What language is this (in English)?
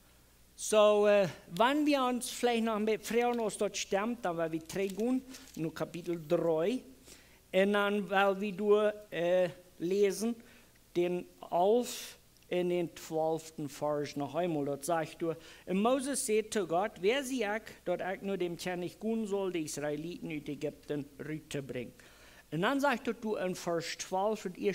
Plautdietsch